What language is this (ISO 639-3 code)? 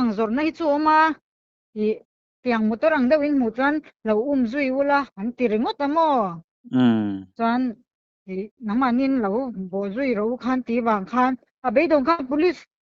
lus